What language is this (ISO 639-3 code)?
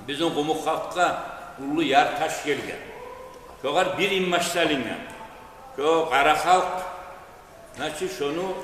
kum